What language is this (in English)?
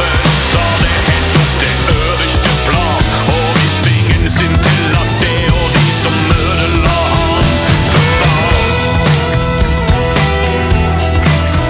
Norwegian